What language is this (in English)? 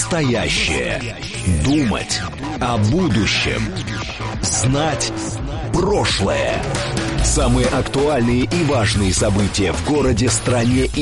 Russian